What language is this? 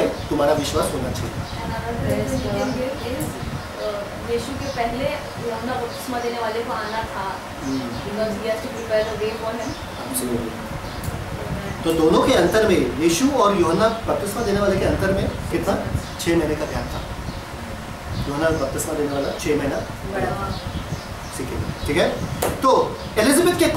Hindi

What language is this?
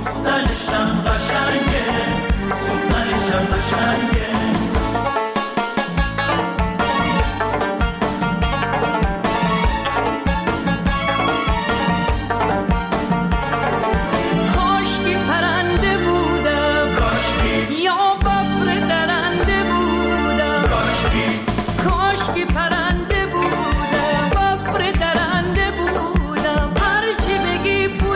Persian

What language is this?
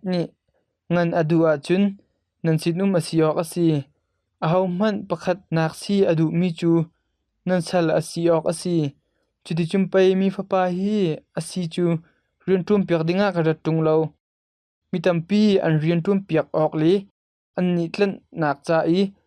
Hakha Chin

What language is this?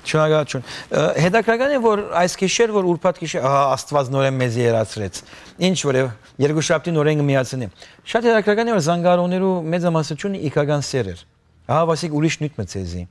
Western Armenian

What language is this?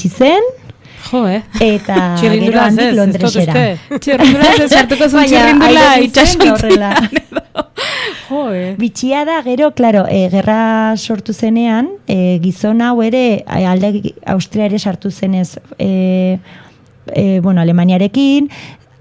Basque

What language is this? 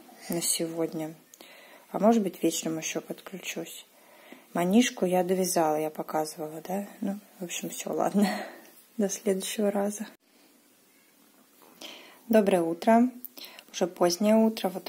Russian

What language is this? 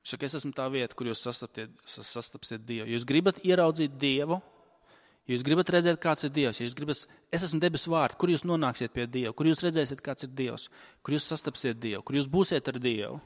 Latvian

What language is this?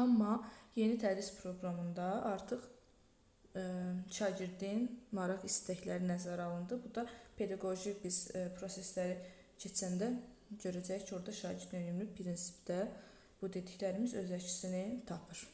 Azerbaijani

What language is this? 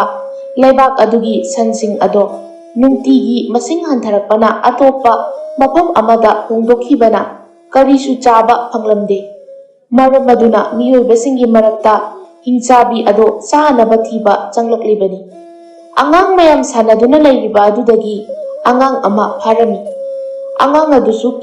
Manipuri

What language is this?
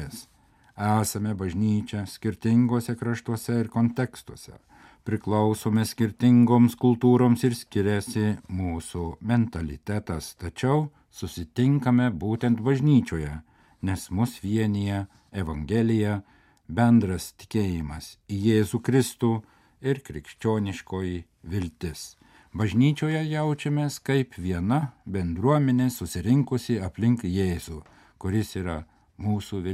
Lithuanian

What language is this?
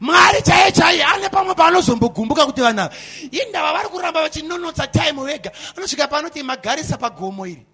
Shona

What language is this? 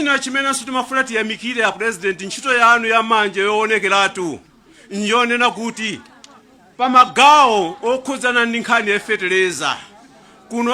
Nyanja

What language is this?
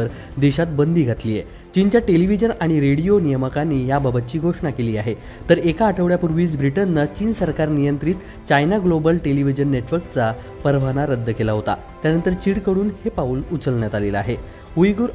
Marathi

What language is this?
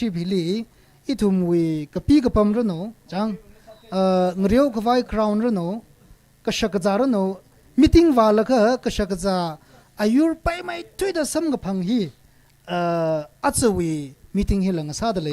Tangkhul Naga (India)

